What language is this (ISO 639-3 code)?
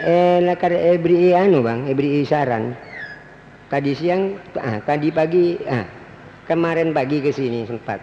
mad